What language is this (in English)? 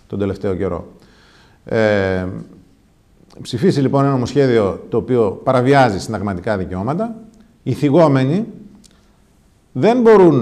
Greek